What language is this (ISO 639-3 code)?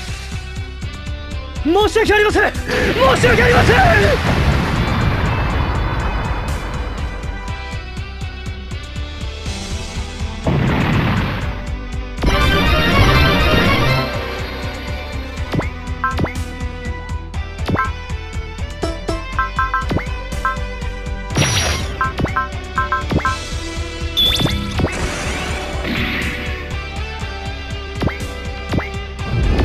jpn